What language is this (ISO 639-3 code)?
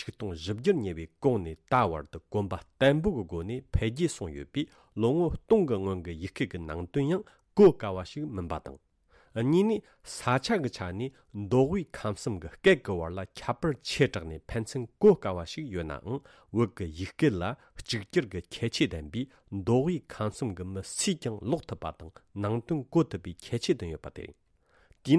bod